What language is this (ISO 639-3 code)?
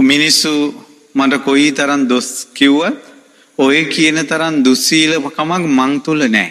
sin